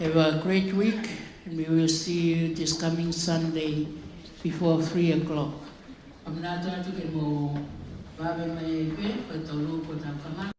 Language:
Tongan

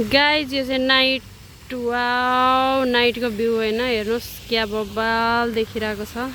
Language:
Nepali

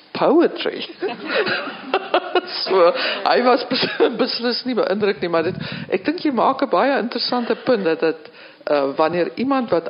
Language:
Afrikaans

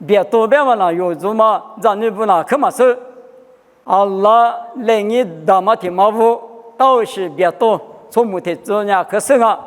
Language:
Lisu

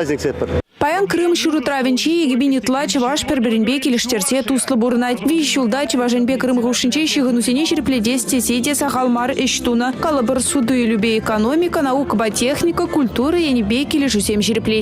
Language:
Chuvash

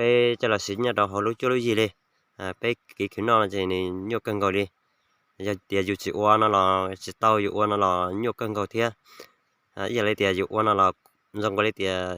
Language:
Hmong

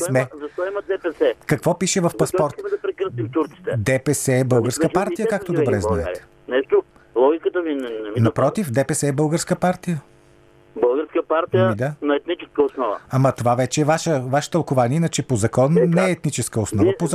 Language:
Bulgarian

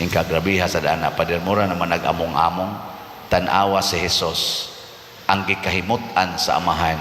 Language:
Cebuano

